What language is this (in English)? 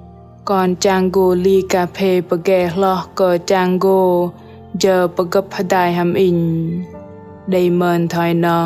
Bahnar